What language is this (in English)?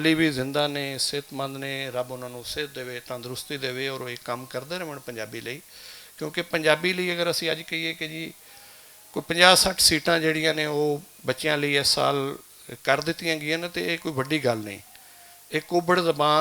Western Panjabi